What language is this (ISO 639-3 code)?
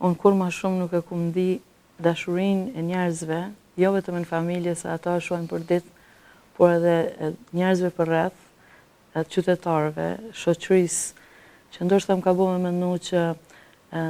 sqi